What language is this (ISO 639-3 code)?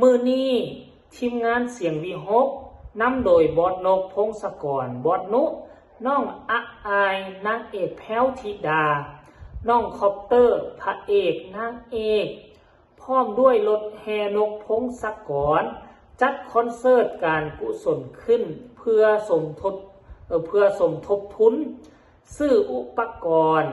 tts